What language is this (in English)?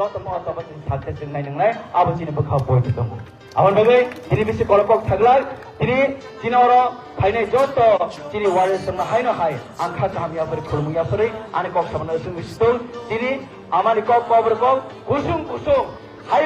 Kok Borok